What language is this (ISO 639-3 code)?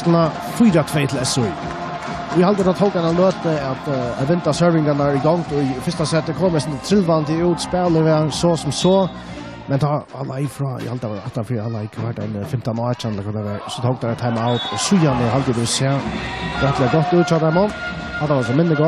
fao